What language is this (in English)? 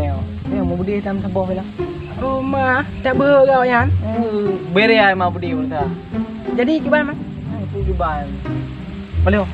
Achinese